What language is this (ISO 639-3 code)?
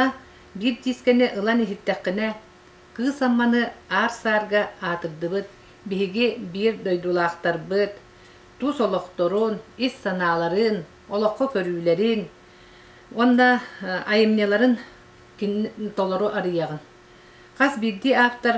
sah